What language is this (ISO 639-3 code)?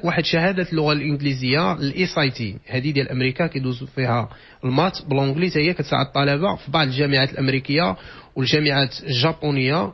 ary